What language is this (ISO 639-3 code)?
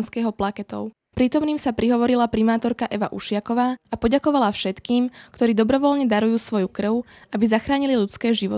slk